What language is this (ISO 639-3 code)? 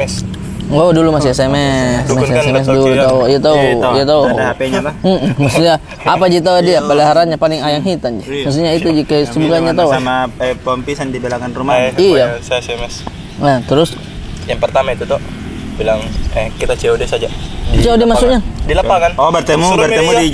mfp